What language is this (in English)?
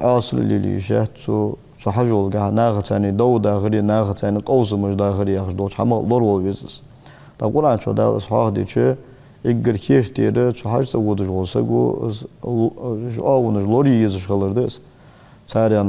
Ingush